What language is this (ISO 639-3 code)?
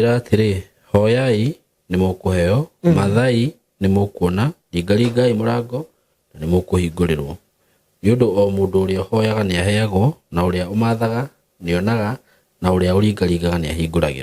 kik